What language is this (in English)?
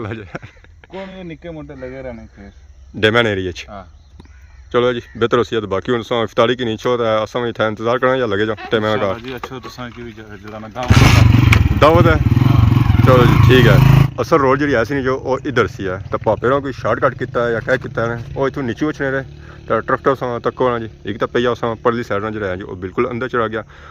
Pahari-Potwari